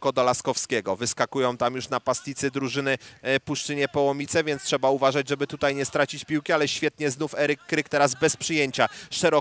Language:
Polish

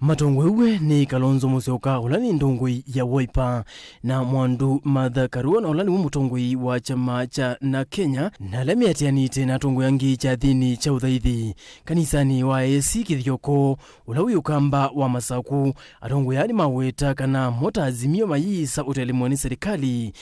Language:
Kamba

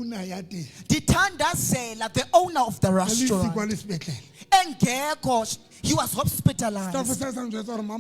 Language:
Southern Sotho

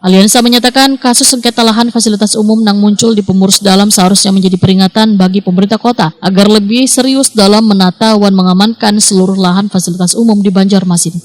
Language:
Banjar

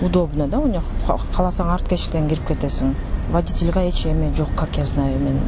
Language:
Kyrgyz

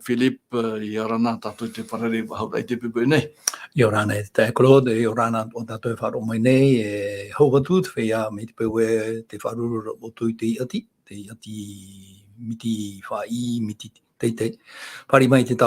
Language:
Tahitian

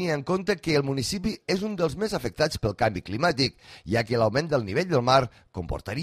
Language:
Catalan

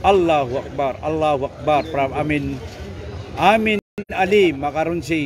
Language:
Maranao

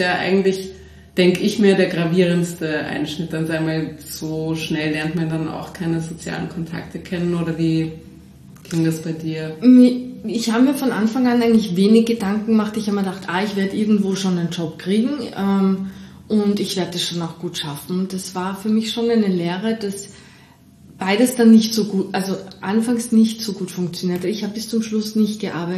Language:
German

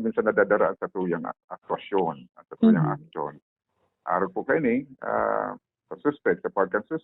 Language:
Bikol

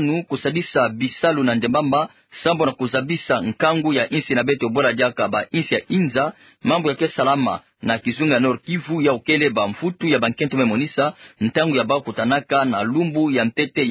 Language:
Kituba (Democratic Republic of Congo)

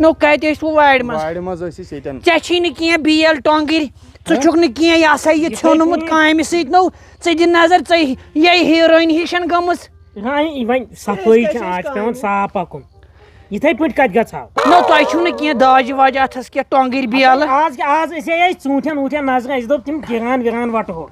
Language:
Kashmiri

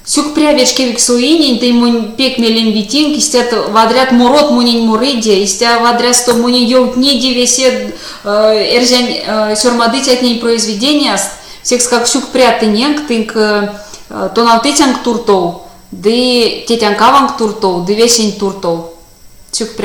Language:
Erzya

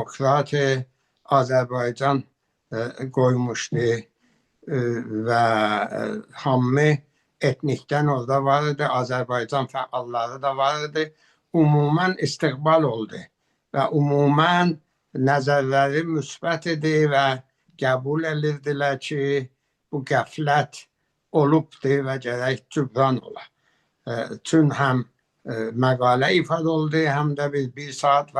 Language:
Azerbaijani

